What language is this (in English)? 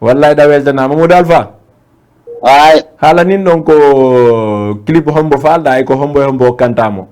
Fula